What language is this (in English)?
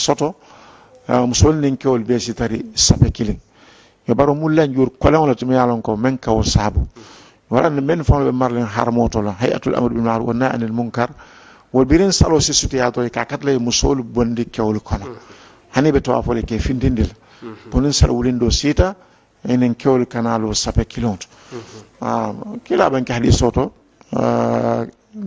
Mandingo